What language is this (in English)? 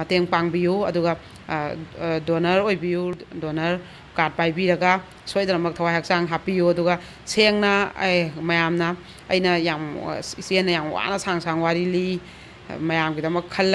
Manipuri